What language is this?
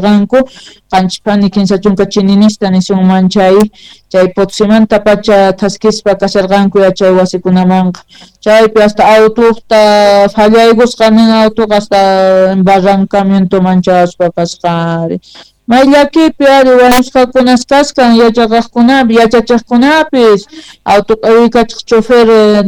South Bolivian Quechua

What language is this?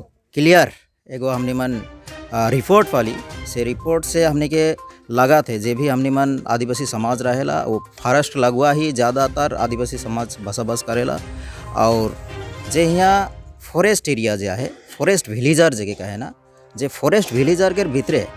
Sadri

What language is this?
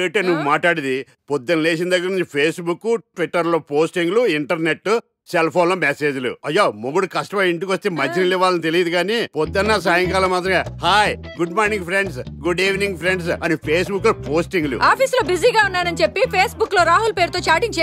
Telugu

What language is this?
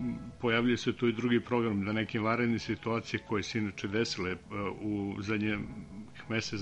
Serbian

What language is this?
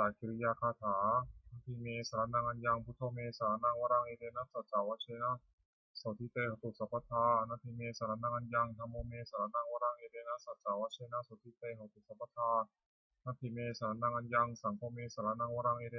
Pali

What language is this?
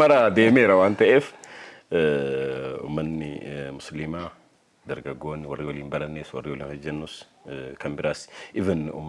Oromo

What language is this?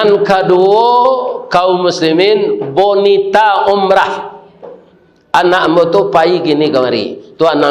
Minangkabau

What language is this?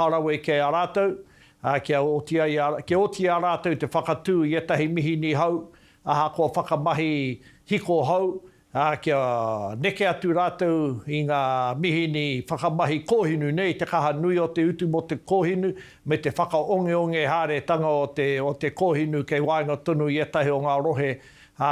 Māori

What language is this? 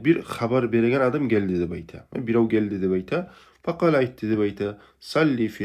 Kumyk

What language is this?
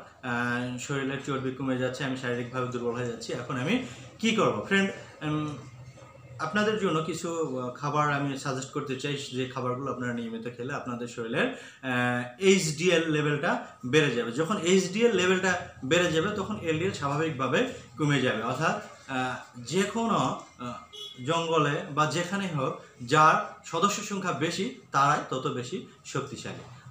Bangla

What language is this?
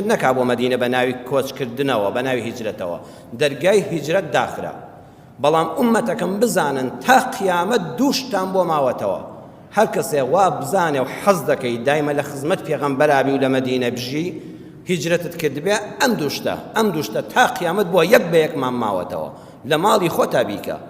Central Kurdish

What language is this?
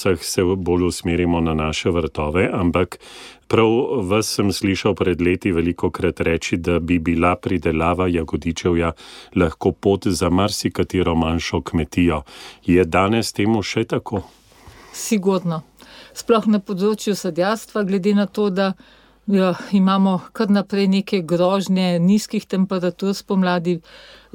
Slovenian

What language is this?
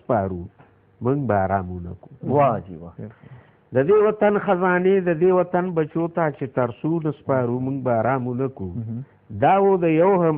Pashto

